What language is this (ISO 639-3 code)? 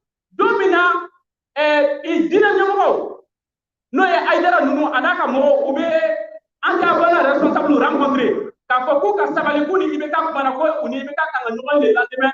bam